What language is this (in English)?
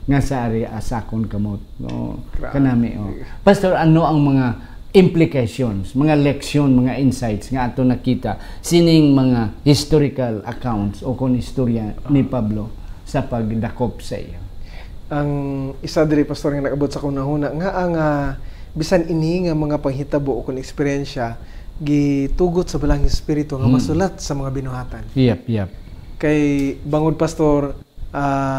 Hiligaynon